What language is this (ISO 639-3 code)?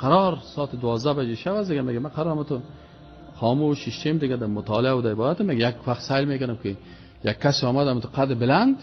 fas